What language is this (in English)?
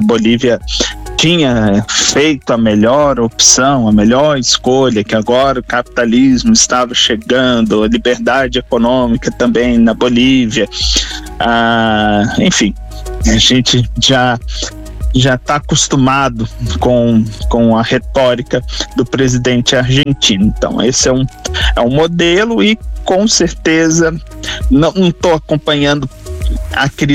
Portuguese